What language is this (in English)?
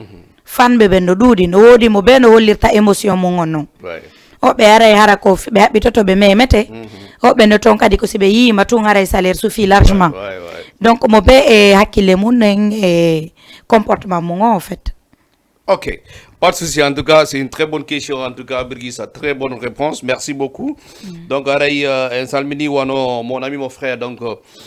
Fula